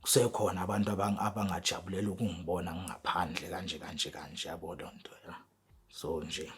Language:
Zulu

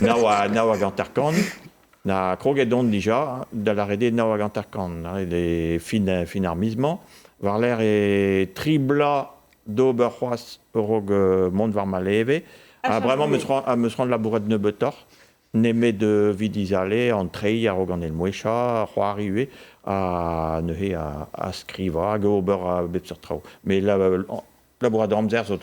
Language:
Breton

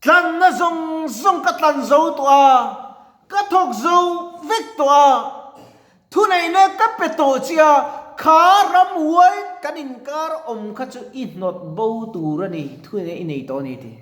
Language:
Mizo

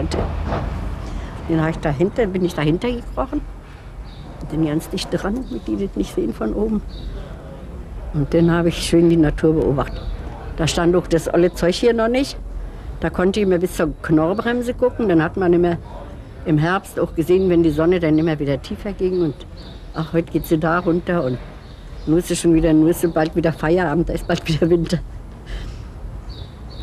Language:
German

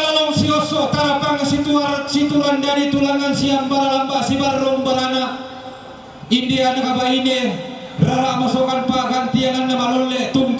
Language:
Toraja-Sa'dan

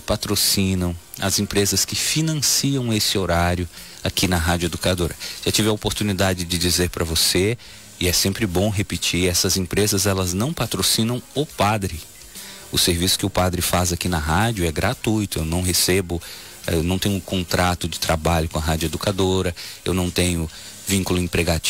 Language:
Portuguese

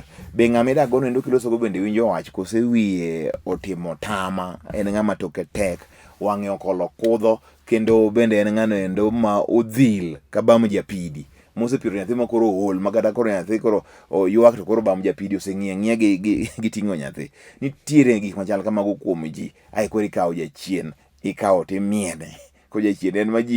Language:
Luo (Kenya and Tanzania)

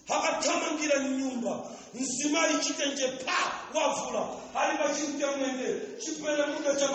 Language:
Nyanja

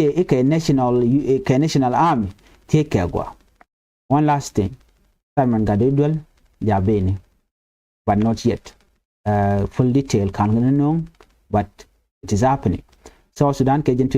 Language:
Nuer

